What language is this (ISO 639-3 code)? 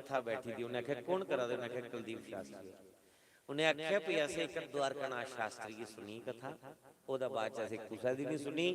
doi